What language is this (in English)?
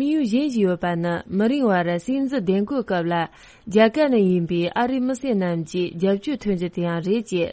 Tibetan